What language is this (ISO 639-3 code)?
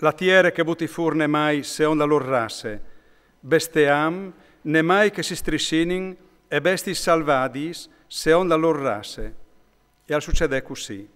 fur